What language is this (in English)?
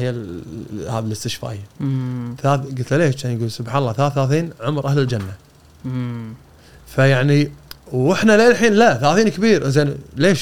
Gulf Arabic